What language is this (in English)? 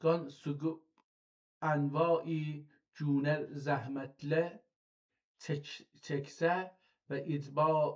South Azerbaijani